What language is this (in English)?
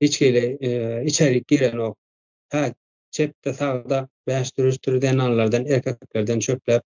Turkmen